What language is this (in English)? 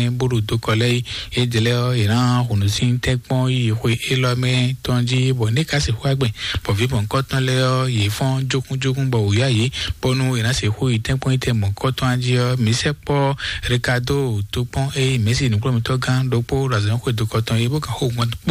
Fon